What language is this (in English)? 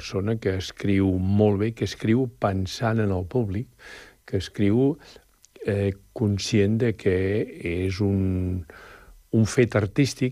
Catalan